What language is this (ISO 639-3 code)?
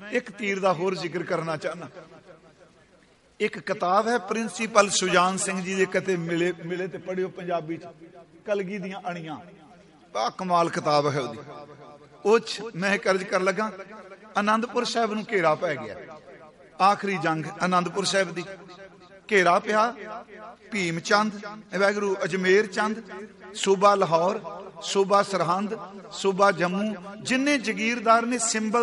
pan